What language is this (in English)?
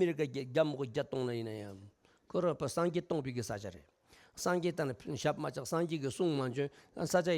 Tibetan